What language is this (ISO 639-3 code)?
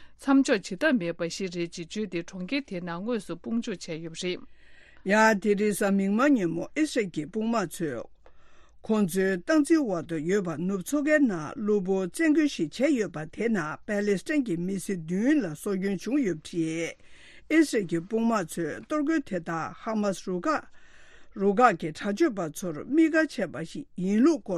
bod